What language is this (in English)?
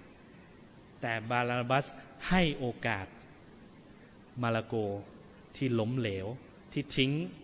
Thai